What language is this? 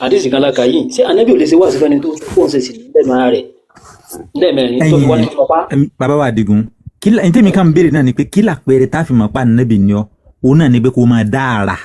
Yoruba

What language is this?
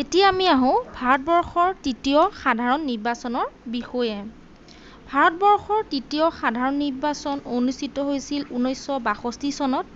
Assamese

